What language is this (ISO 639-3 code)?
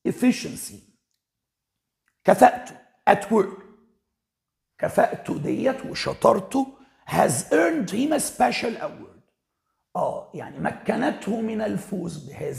arz